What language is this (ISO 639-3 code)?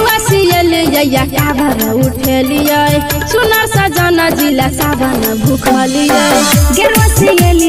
mai